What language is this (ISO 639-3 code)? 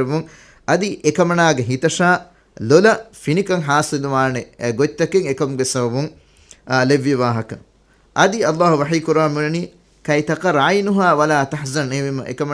div